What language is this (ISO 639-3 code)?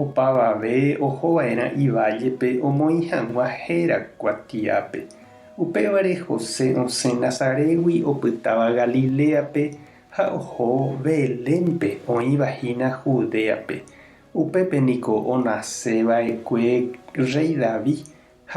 grn